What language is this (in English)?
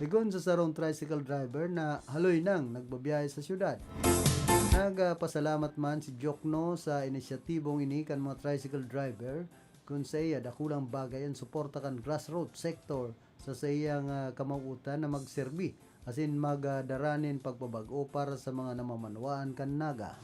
Bikol